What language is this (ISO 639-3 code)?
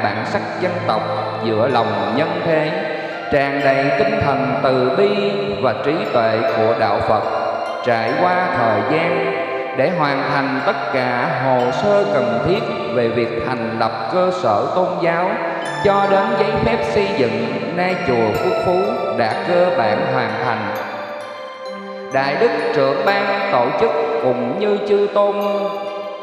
vie